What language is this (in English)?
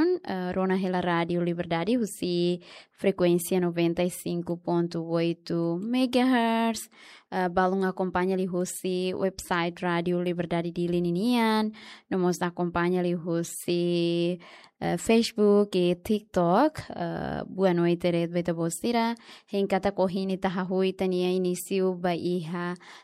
Tetum